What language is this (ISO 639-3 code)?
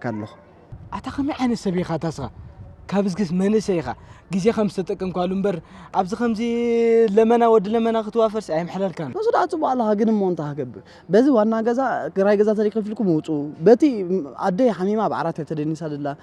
tir